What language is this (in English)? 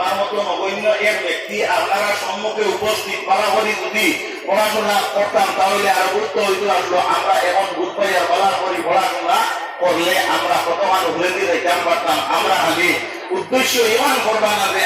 Sylheti